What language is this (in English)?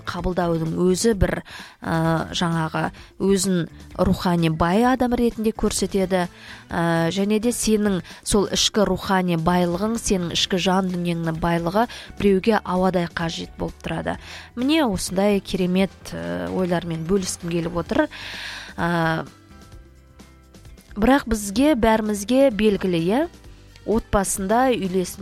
Kazakh